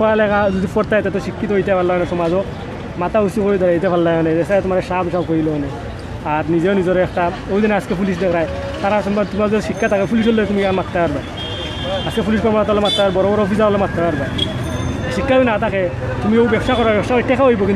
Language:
Sylheti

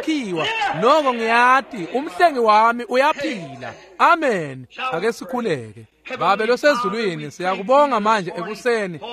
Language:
Swati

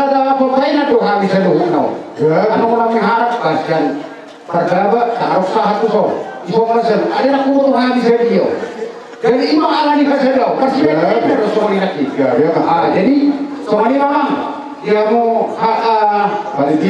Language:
Batak Toba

